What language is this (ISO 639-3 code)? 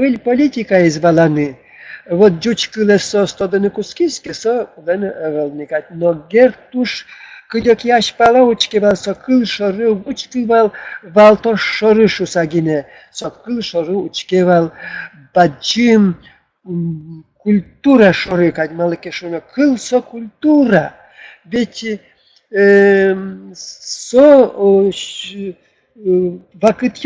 udm